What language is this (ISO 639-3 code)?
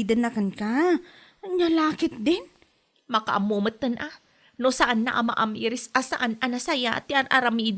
ilo